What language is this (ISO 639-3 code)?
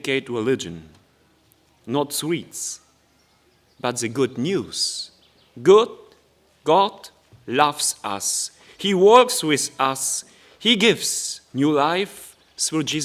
hsb